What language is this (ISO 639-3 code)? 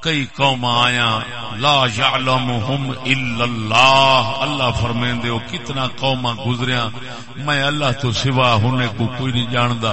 skr